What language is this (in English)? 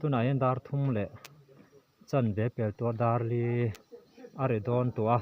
Mizo